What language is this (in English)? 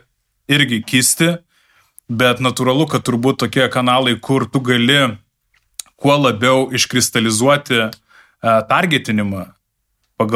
Lithuanian